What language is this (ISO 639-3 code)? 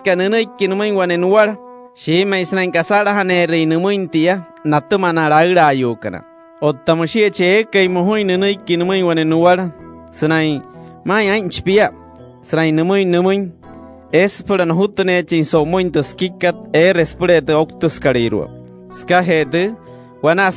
guc